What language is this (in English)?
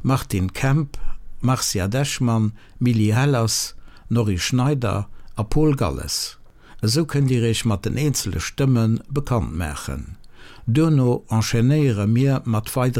Luxembourgish